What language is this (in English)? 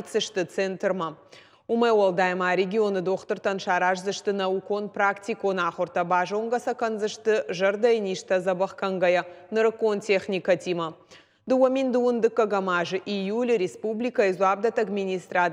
Ossetic